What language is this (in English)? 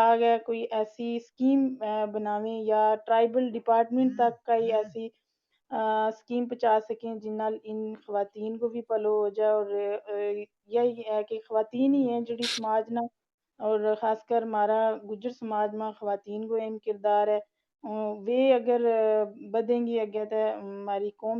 Gujari